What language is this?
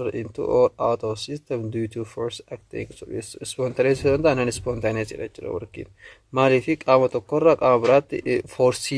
Oromo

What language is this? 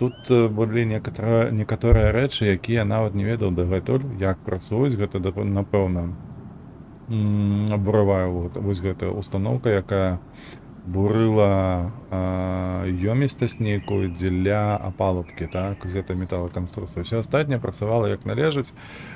Belarusian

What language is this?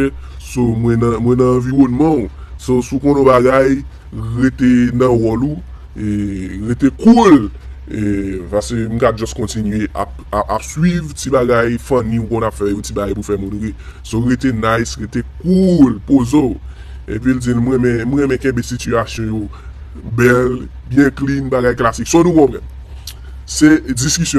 Haitian Creole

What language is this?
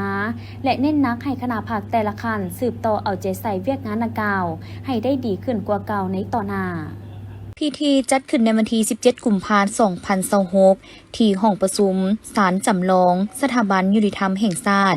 Lao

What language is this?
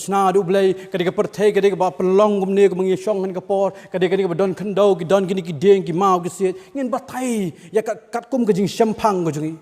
Khasi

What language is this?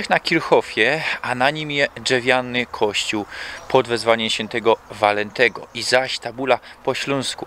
Silesian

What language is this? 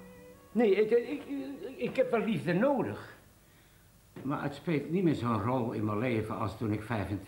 Dutch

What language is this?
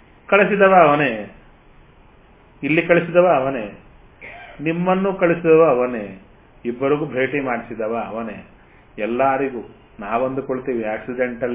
Kannada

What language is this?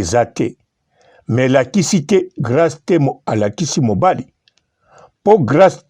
Lingala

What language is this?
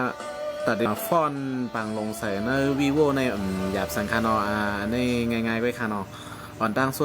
Shan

